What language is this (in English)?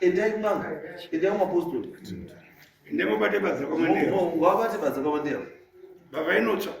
Shona